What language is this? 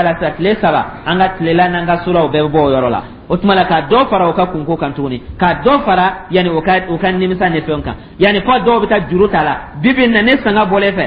Dyula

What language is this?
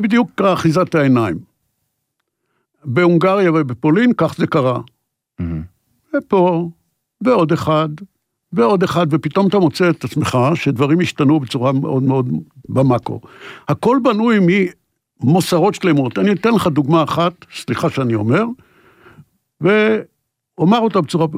Hebrew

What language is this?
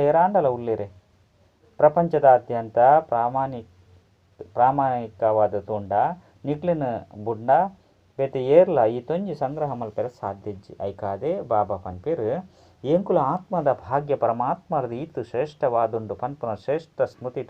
Tulu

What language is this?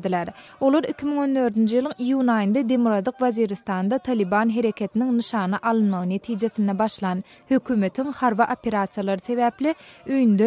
Turkmen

